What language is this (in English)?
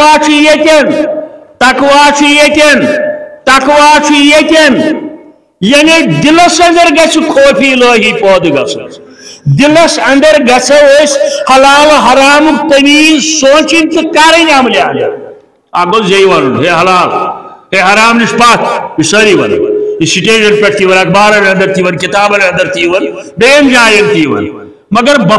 Kashmiri